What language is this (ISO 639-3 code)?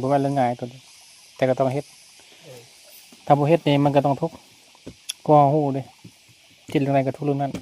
lao